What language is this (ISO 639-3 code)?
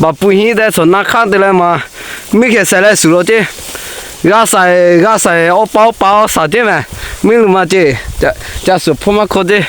lhu